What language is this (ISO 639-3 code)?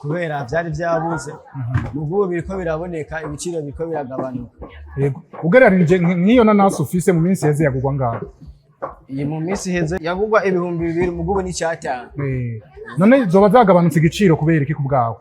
run